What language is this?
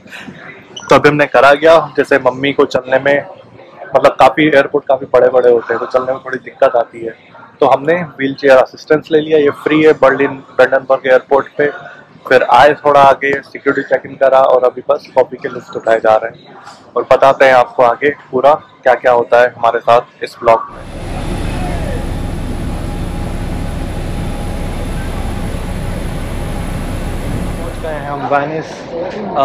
Hindi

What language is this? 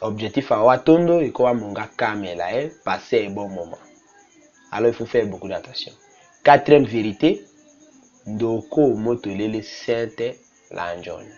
Tetela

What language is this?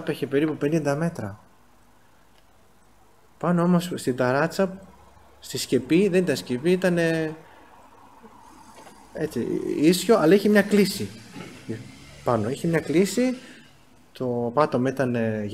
Greek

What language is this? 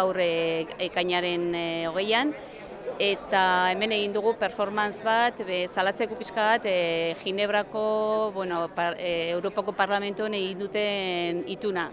Basque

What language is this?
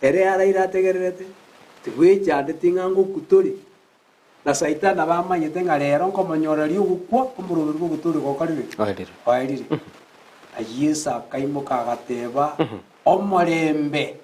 Gusii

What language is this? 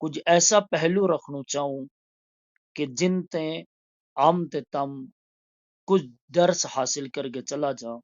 Gujari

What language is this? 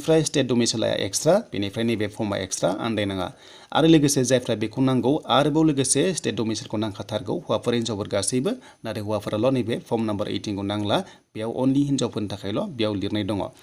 Bodo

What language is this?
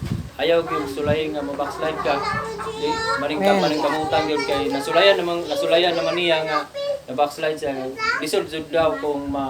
Cebuano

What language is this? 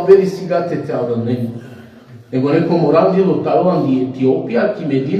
Balkan Romani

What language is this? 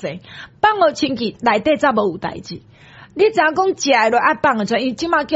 Min Nan Chinese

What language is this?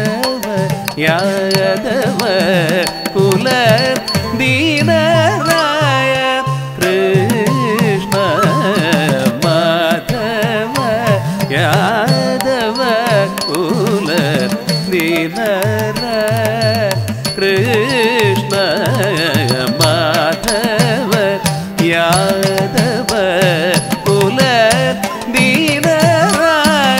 Malayalam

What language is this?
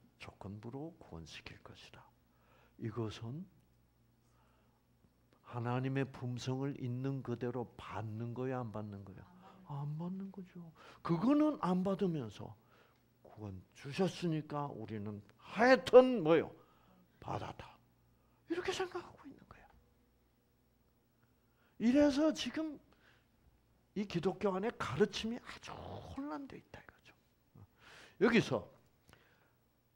Korean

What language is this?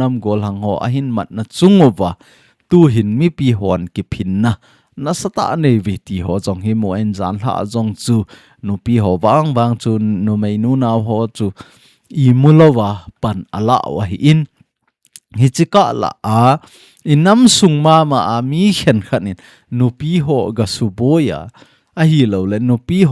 Thado Chin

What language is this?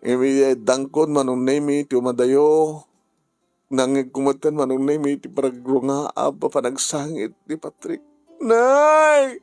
Iloko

